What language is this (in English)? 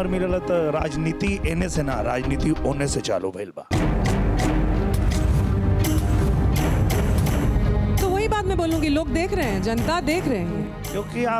Bhojpuri